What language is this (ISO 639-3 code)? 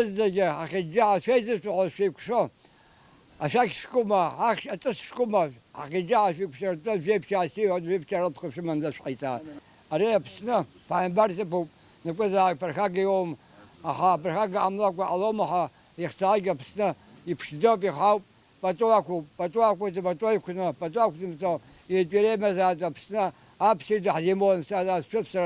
abk